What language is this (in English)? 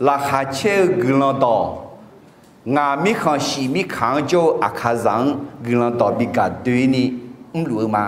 Akha